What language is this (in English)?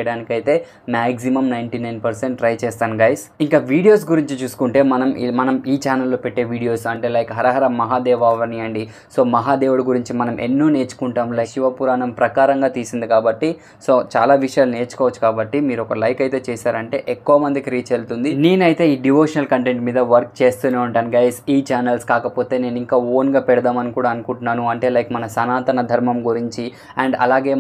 Telugu